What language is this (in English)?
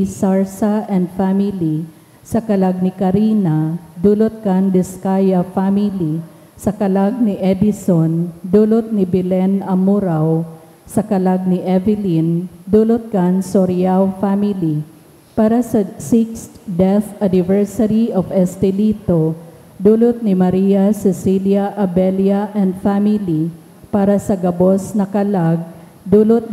Bikol